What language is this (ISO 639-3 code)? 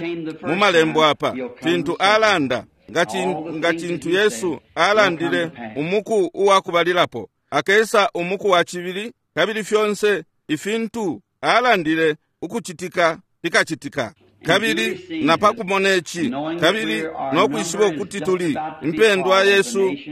bem